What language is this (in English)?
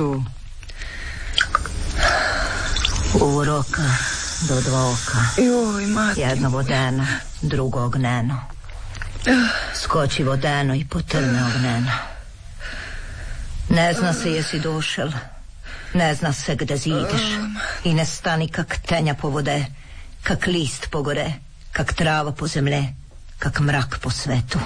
Croatian